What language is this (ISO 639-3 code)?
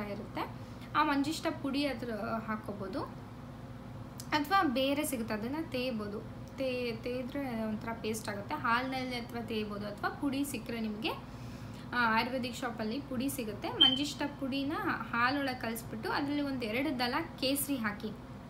kan